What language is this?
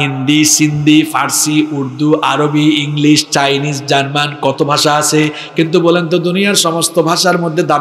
Bangla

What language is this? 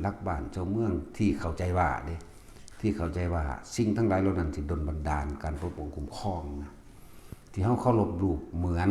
Northeastern Thai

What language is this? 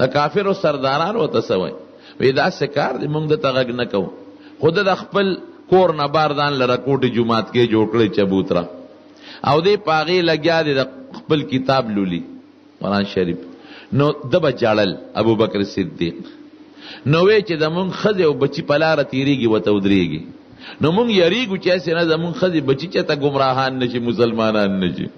Pashto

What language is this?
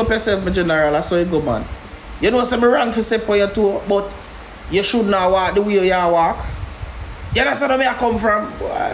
Jamaican Creole English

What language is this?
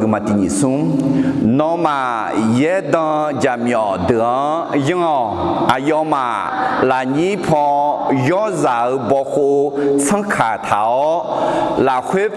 Akha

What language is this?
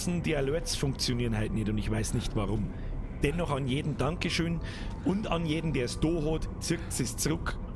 Bavarian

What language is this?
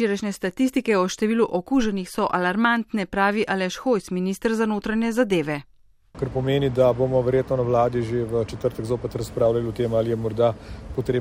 Slovenian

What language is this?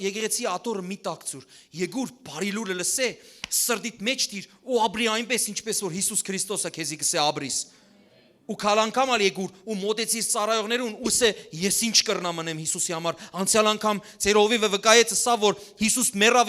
Western Armenian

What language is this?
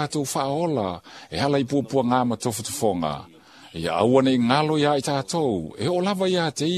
Samoan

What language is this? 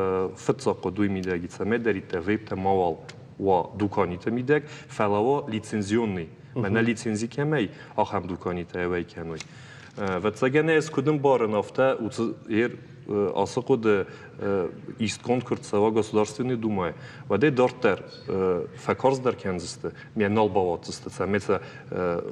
Ossetic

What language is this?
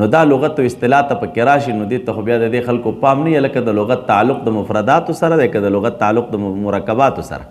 Pashto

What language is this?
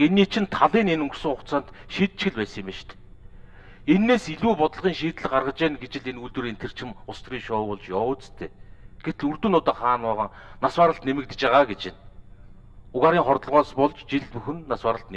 Mongolian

